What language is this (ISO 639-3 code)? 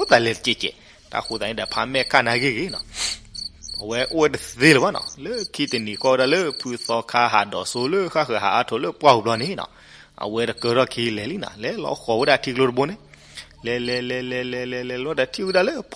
ksw